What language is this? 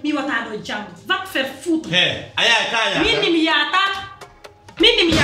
Pular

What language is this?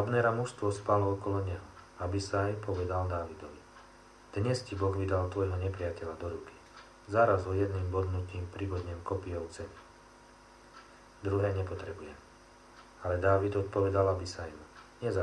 Slovak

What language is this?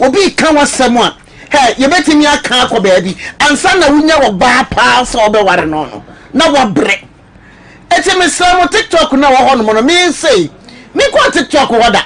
Akan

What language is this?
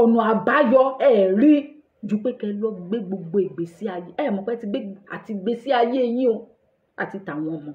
Yoruba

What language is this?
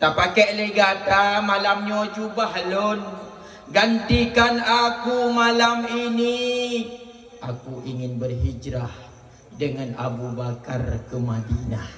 Achinese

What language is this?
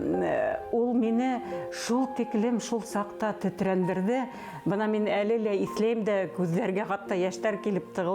Bashkir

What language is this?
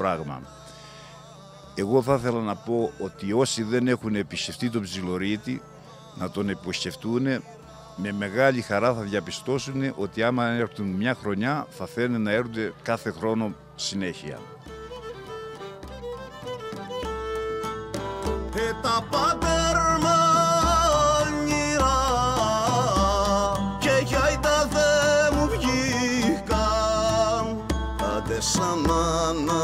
Greek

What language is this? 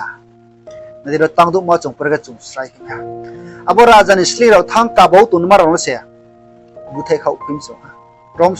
Riang (India)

